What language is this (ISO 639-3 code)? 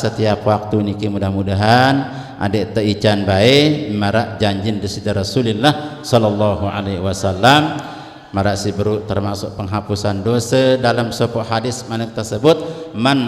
sas